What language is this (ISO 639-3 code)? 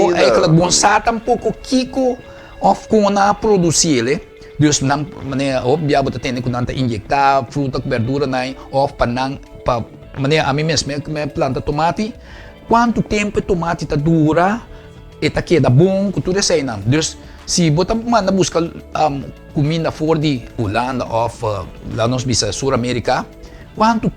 pap